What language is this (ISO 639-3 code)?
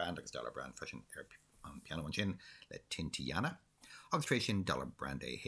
gle